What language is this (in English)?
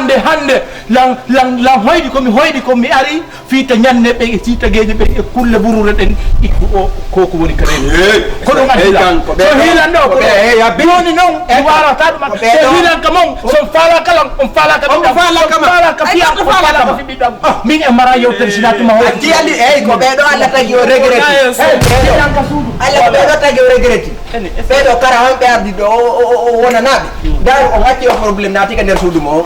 Fula